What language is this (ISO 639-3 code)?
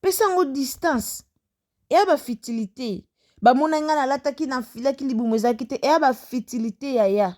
lin